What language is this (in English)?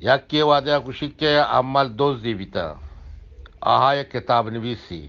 Eastern Balochi